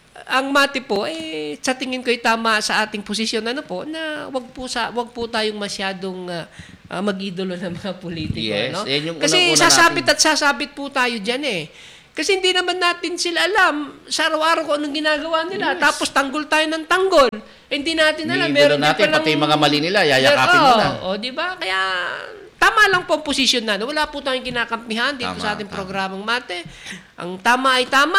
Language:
Filipino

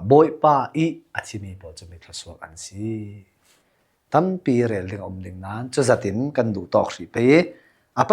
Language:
Falam Chin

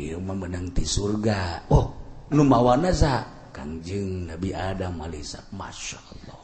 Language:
Sundanese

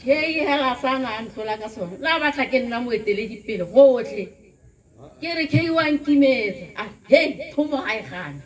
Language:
Tswana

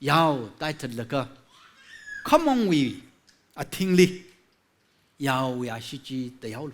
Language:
Tangkhul Naga (India)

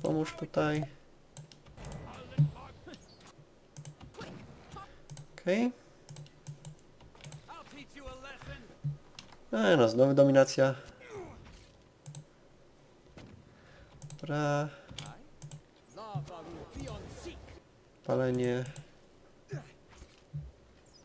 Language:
Polish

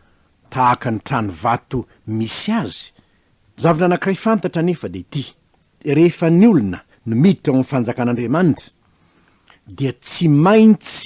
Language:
Malagasy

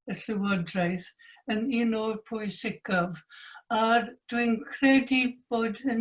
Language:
Welsh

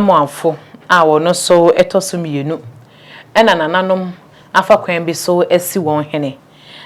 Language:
Akan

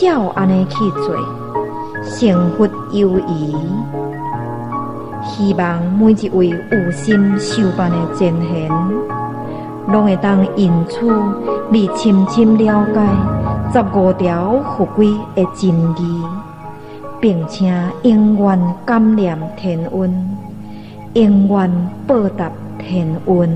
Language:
Min Nan Chinese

